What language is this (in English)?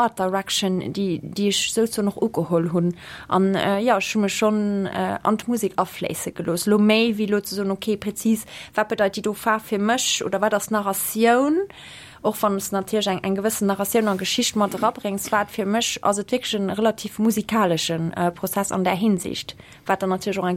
Luxembourgish